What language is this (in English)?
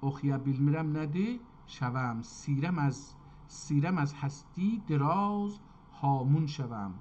South Azerbaijani